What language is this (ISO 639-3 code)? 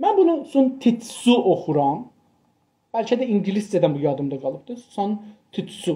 azb